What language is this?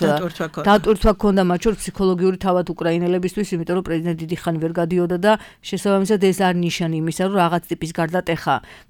Georgian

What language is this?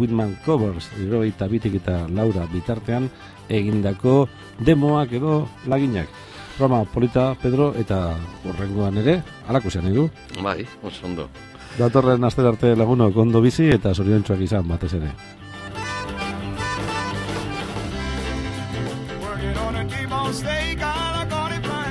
Basque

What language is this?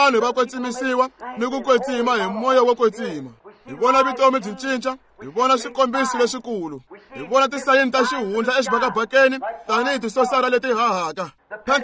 Tsonga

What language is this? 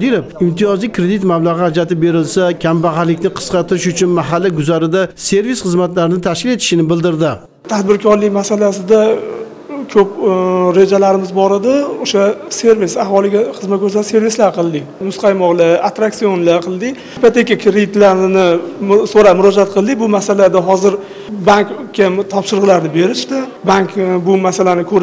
Uzbek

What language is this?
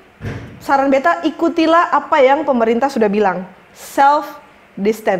Ambonese Malay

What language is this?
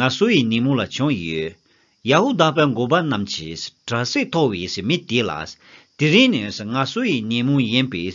Tibetan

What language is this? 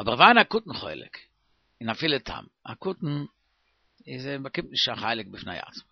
Yiddish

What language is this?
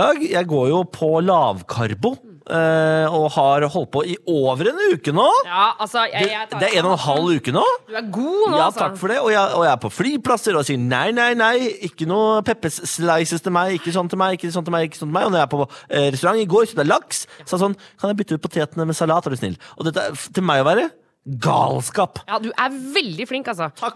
Norwegian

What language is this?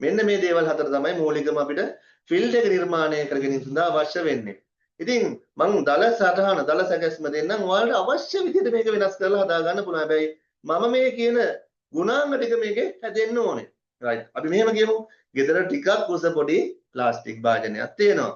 Sinhala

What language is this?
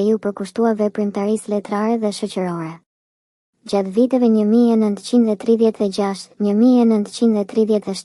Albanian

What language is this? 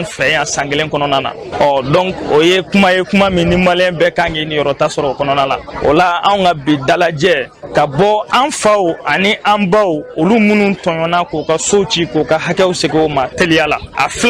Bambara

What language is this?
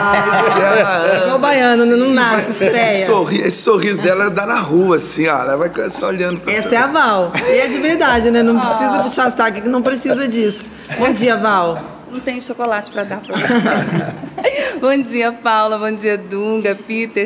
Portuguese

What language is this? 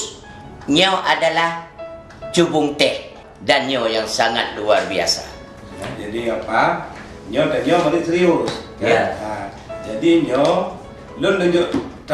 Achinese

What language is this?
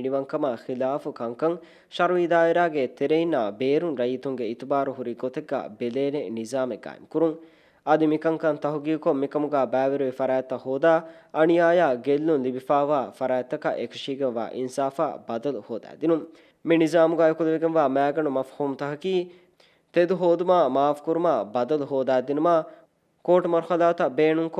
Divehi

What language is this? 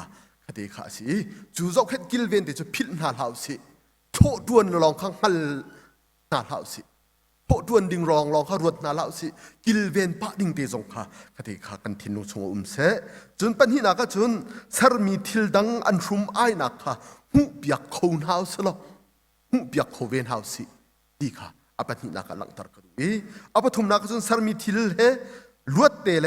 Hakha Chin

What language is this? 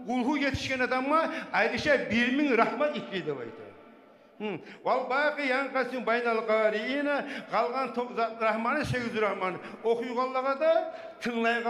Kumyk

